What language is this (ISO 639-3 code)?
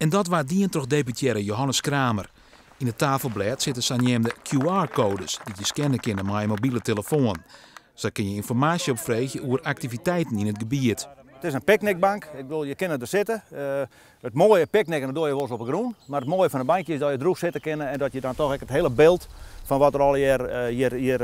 fry